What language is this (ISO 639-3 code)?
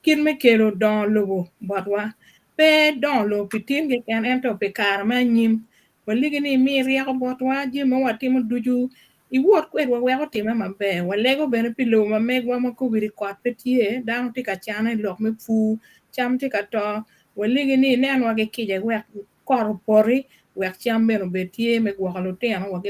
ach